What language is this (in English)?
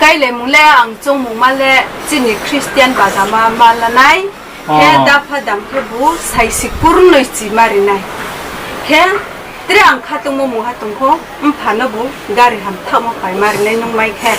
Riang (India)